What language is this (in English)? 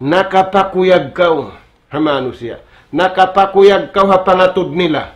Tausug